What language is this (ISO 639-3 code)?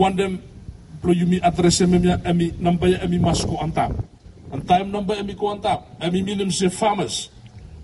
bis